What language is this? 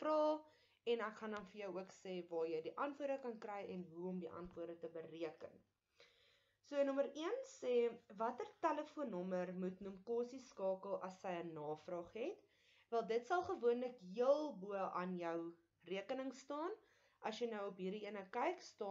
Afrikaans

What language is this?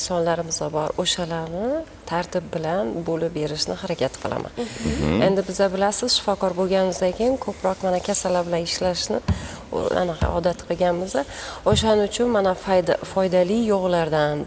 Uzbek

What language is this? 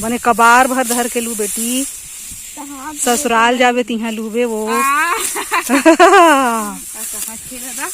Chhattisgarhi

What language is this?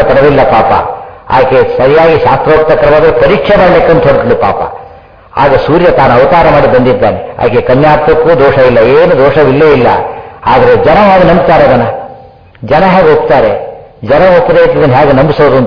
Kannada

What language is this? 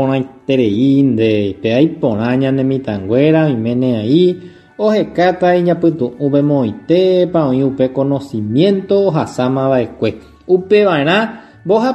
Guarani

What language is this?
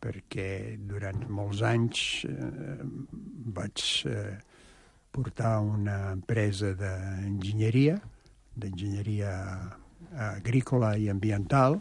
Catalan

